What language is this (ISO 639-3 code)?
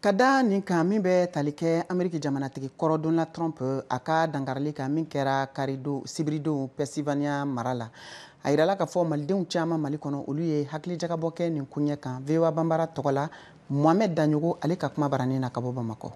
bam